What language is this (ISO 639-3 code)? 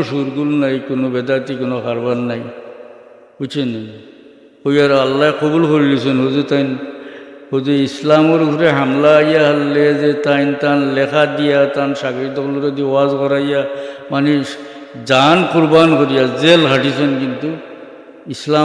syl